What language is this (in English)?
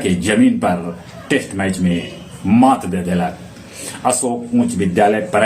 Magahi